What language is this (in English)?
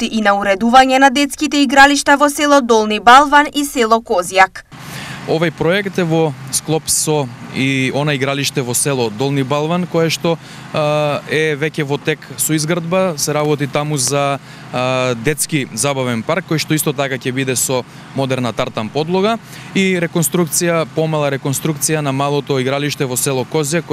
Macedonian